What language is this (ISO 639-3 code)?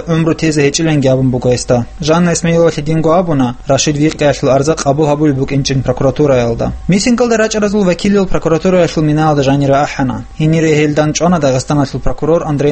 ava